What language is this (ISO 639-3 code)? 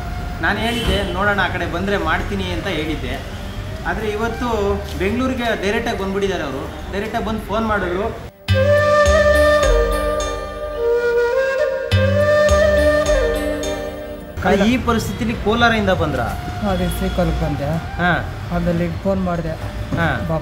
kan